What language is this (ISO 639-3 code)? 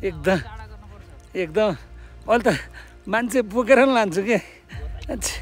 nep